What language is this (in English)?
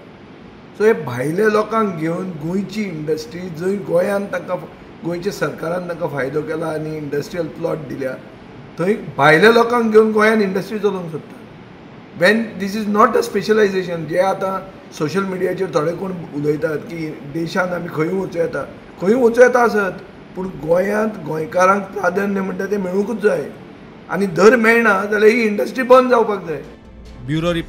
Konkani